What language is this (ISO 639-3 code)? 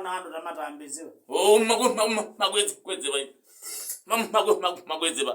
kam